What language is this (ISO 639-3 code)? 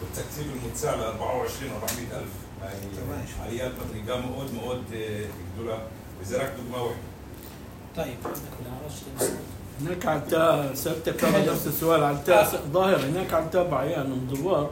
apc